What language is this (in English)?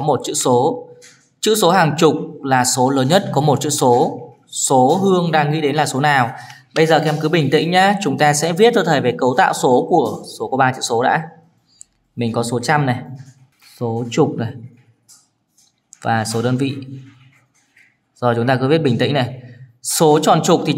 Vietnamese